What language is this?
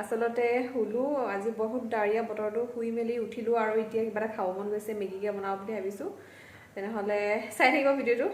Assamese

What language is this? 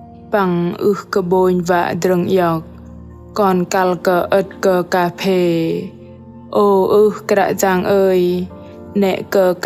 Bahnar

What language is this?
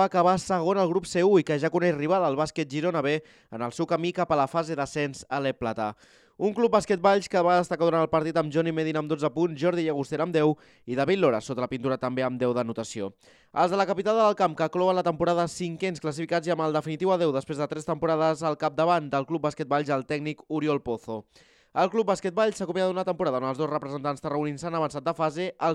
Catalan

